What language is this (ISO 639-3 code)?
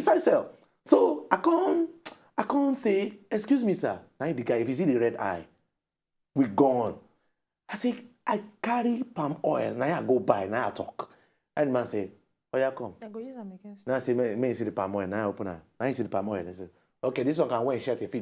pcm